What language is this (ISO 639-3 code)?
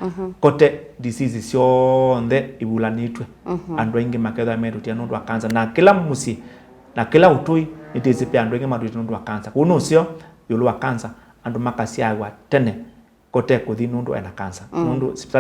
kam